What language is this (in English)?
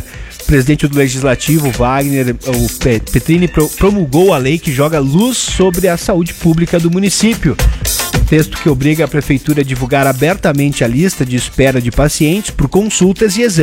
Portuguese